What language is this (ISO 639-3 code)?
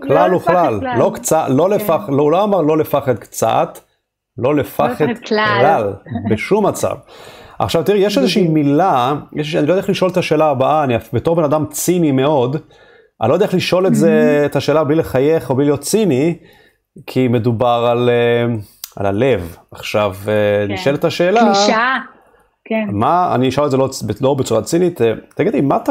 heb